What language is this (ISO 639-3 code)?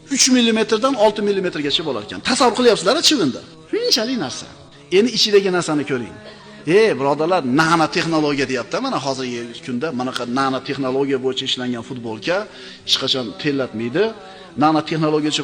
uzb